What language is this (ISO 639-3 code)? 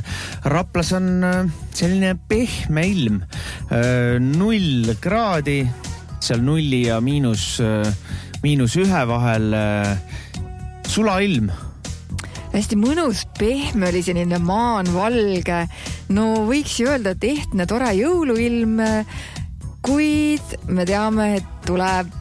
est